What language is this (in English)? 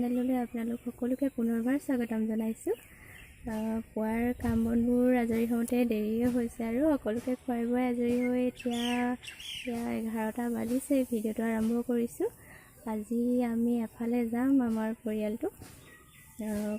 Assamese